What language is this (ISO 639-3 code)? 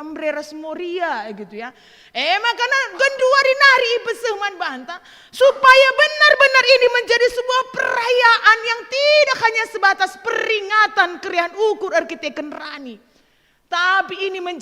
btx